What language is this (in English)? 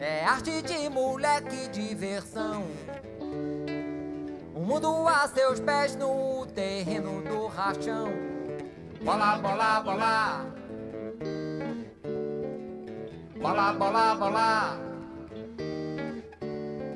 Portuguese